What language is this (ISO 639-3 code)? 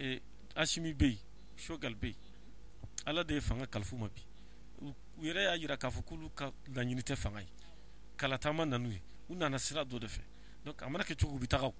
bam